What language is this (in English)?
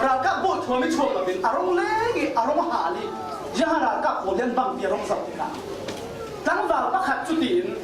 Falam Chin